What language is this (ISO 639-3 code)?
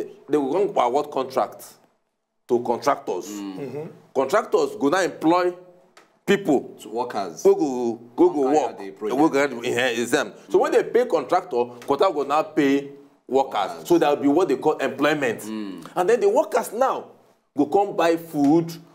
pcm